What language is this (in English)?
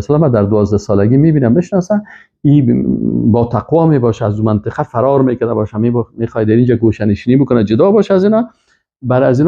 Persian